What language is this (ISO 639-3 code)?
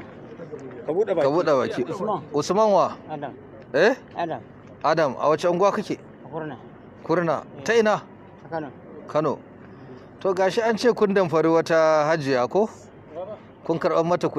hau